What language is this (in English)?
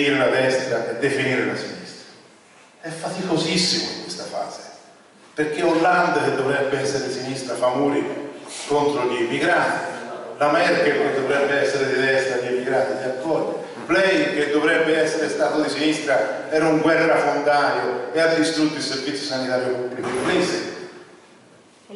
Italian